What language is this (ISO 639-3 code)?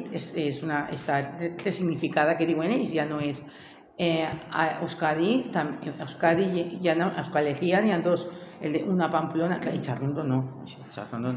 cat